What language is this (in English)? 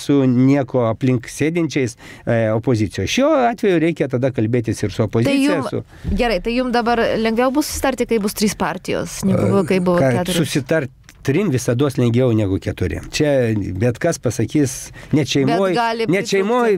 Lithuanian